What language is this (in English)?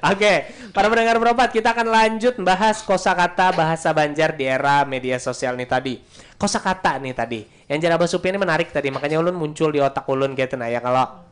Banjar